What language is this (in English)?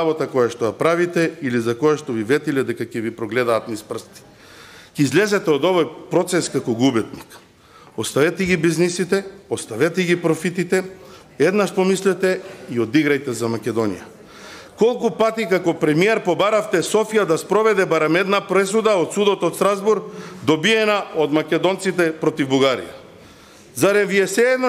Macedonian